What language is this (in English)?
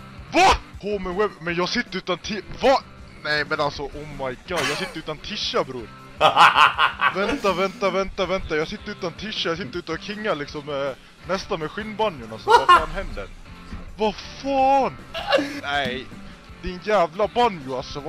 Swedish